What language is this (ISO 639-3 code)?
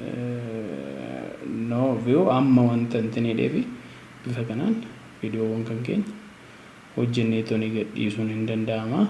orm